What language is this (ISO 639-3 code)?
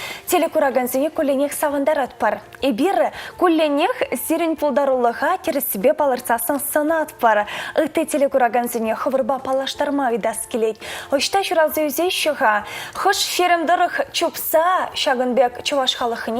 chv